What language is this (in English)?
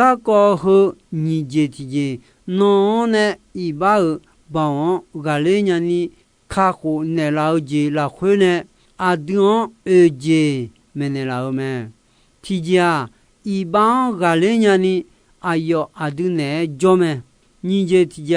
Akha